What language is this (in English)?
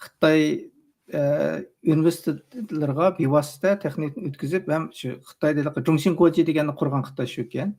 Uyghur